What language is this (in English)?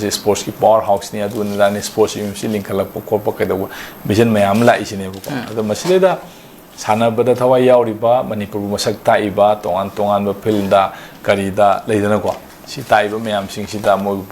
Manipuri